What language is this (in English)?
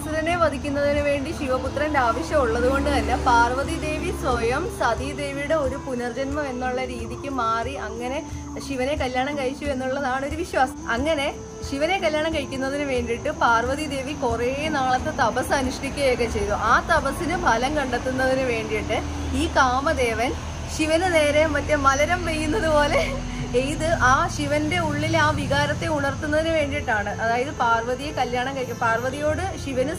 Malayalam